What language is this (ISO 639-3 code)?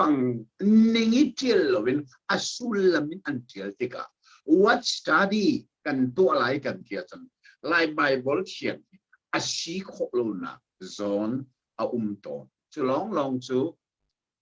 cnh